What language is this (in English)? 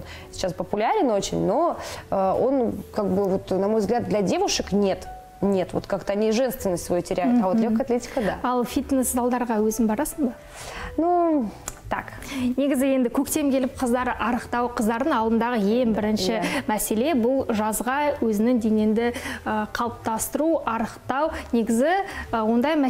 Kazakh